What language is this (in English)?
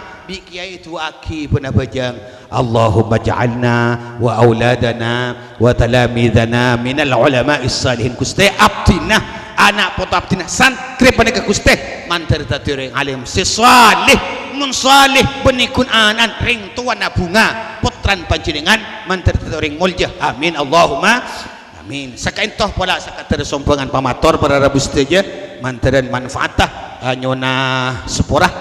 Madurese